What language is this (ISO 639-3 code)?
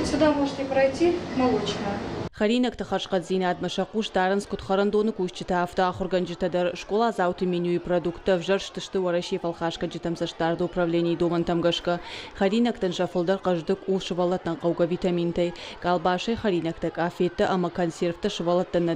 oss